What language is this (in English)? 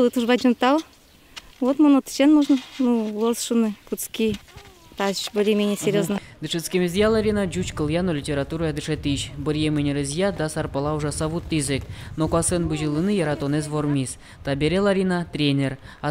Udmurt